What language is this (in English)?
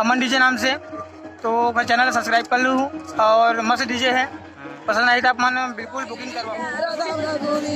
Chhattisgarhi